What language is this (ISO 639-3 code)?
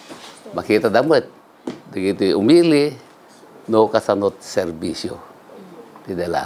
ilo